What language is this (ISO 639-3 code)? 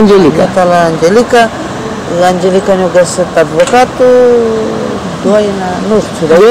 ron